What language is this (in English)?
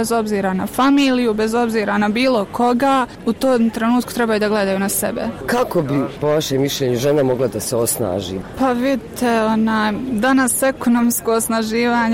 Bosnian